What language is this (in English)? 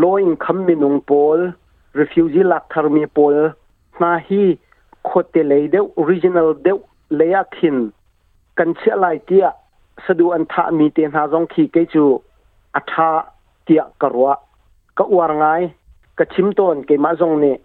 Hakha Chin